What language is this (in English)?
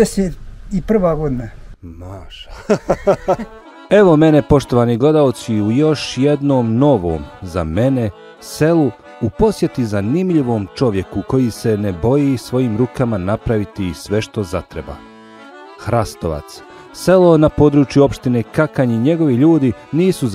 Bosnian